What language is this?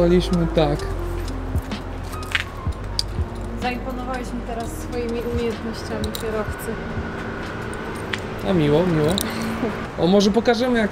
Polish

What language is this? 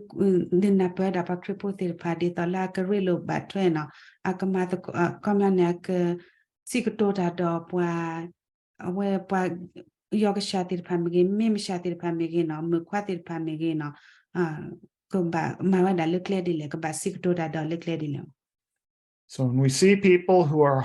S'gaw Karen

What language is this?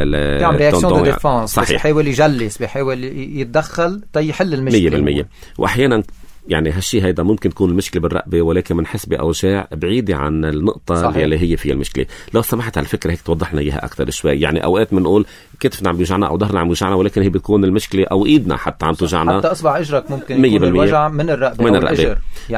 North Levantine Arabic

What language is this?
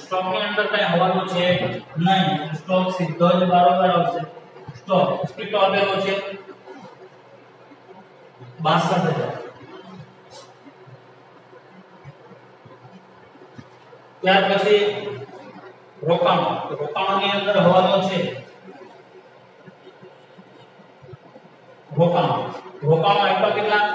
Gujarati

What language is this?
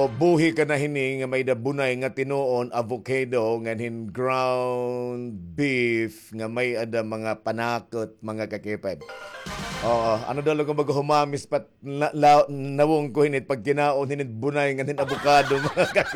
Waray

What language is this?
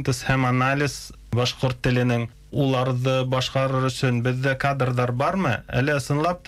Bashkir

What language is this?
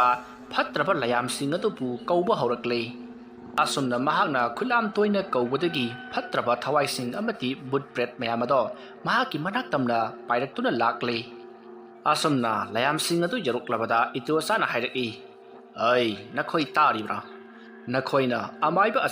Manipuri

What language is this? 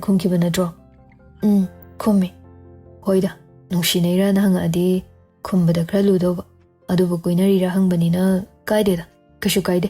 Manipuri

